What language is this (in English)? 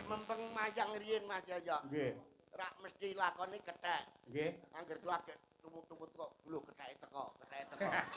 Javanese